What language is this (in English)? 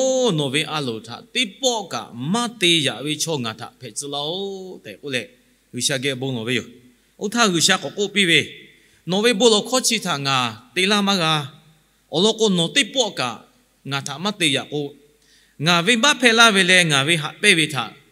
Lahu